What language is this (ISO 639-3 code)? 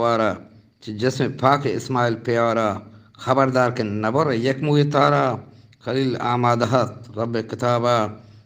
bgp